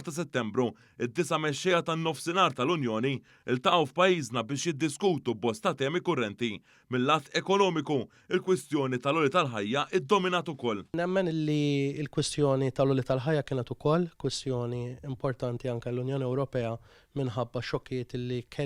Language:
Maltese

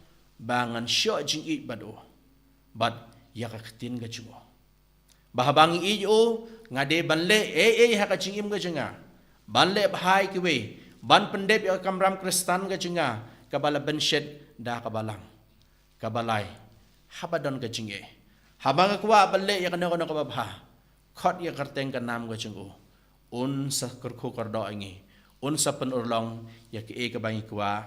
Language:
Khasi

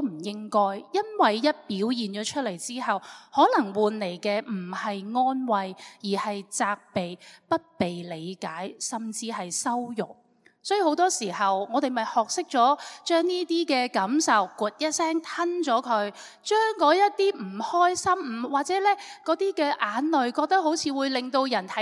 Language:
Cantonese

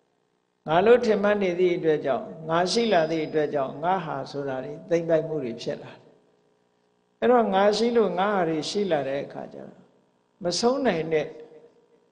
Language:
Burmese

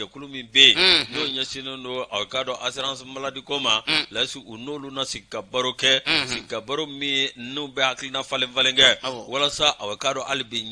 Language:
Bambara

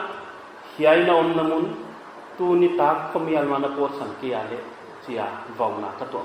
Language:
Paite Chin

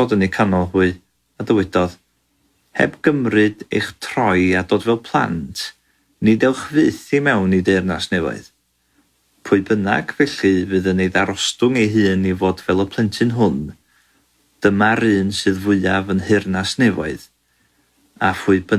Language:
Welsh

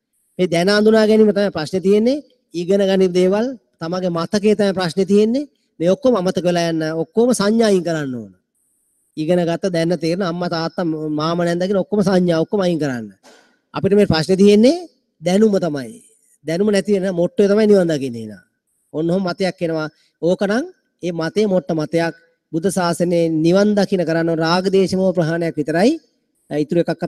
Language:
Sinhala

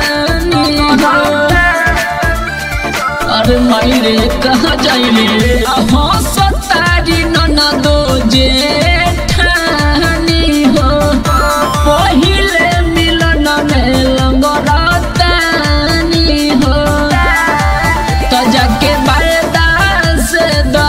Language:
Bhojpuri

